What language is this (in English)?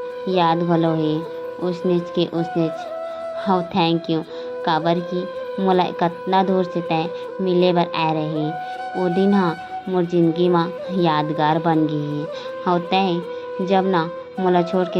Chhattisgarhi